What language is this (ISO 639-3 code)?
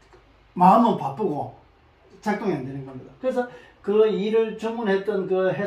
kor